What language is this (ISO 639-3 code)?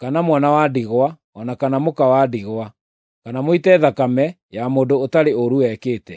kik